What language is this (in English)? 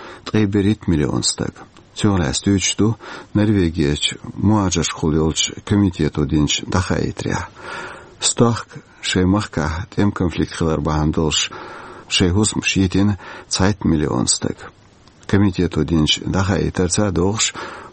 Chechen